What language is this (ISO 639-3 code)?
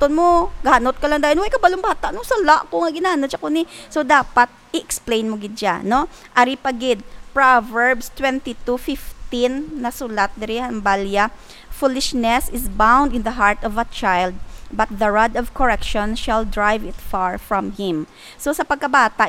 hil